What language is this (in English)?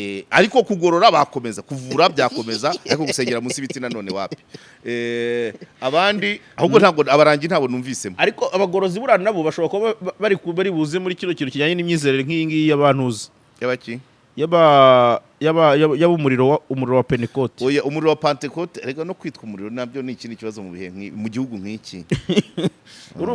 Kinyarwanda